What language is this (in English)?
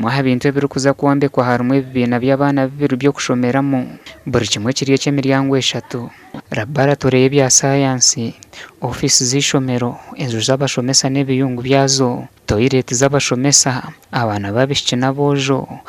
Nyankole